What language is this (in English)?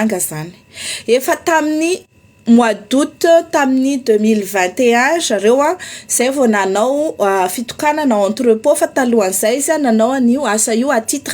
Malagasy